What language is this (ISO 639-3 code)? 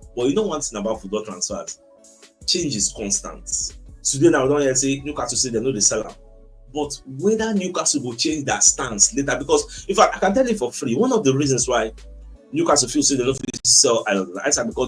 pcm